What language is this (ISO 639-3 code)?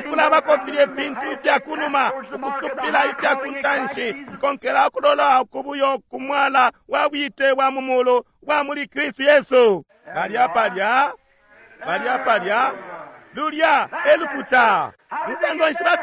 bem